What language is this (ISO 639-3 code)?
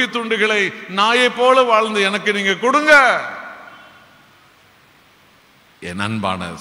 tam